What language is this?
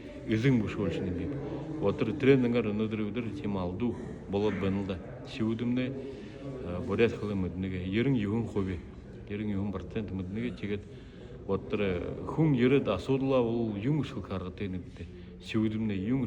Buriat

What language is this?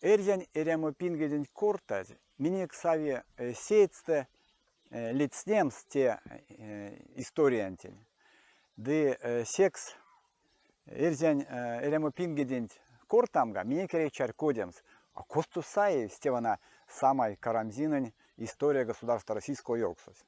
Erzya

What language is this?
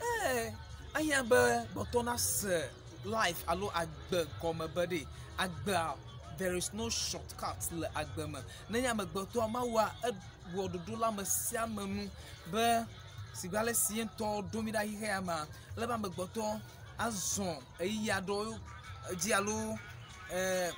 Ewe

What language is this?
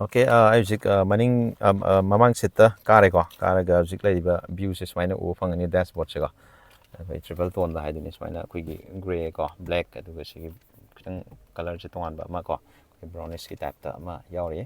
Manipuri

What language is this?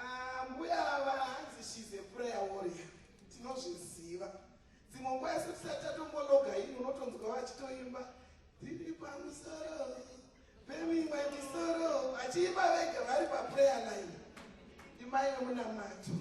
Shona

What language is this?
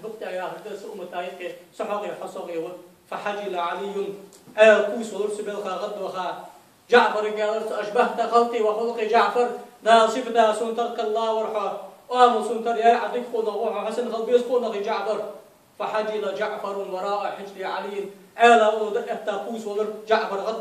Ingush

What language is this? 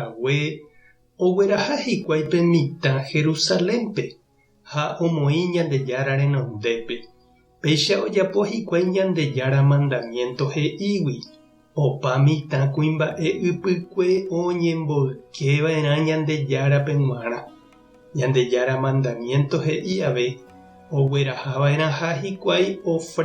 Guarani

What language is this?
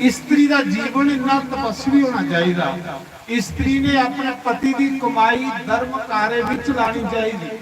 Dogri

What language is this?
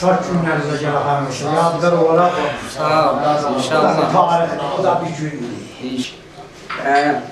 South Azerbaijani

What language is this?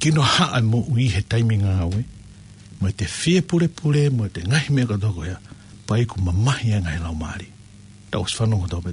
Tongan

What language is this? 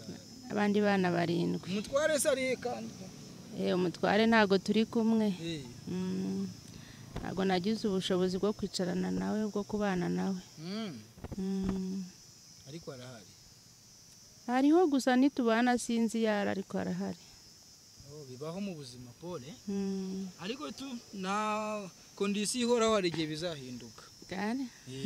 Kinyarwanda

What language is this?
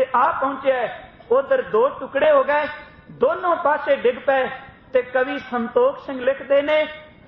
Punjabi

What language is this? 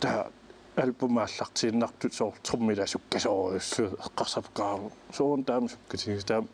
Kalaallisut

